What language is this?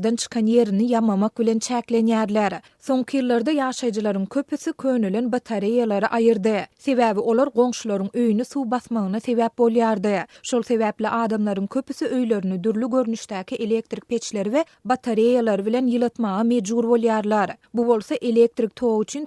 Turkmen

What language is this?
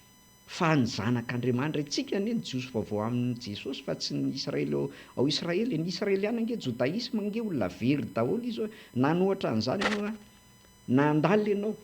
Malagasy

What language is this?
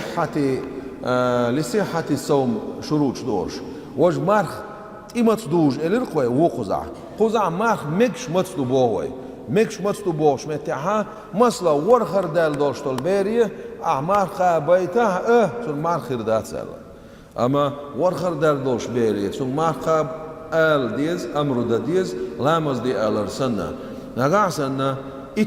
Chechen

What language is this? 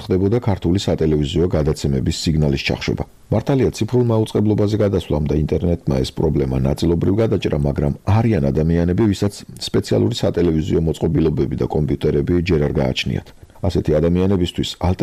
Georgian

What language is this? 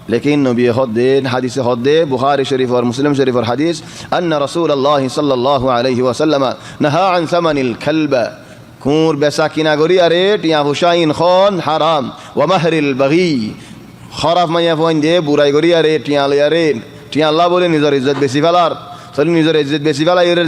Rohingya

